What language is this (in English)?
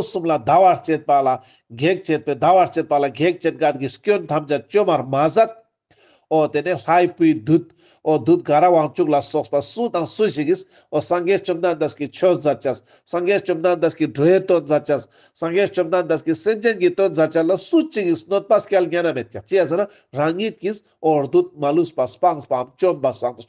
Ladakhi